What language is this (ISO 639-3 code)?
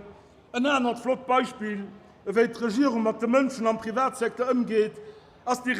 ltz